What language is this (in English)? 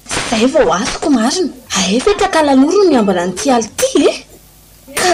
Malagasy